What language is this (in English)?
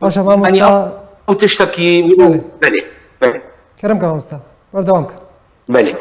Kurdish